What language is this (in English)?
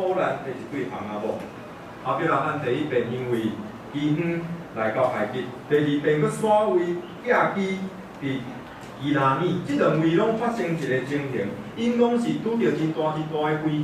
Min Nan Chinese